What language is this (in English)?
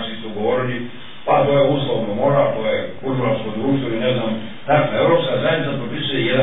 Croatian